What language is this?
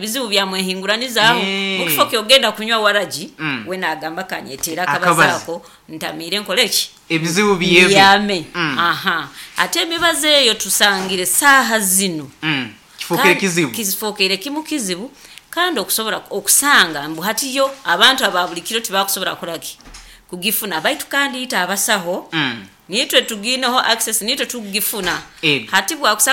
Nyoro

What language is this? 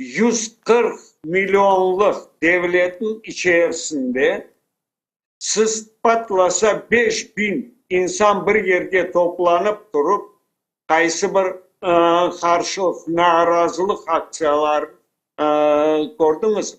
Crimean Tatar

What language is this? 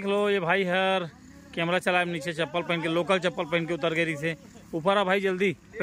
Chhattisgarhi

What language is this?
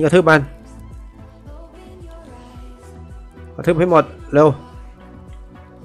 Thai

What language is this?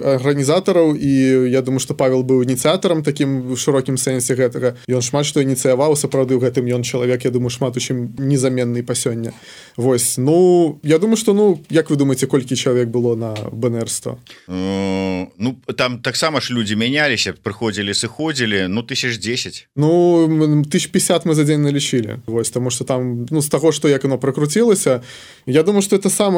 Belarusian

